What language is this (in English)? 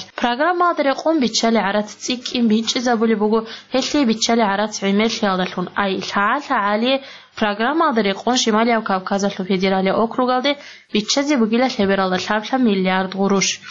Avaric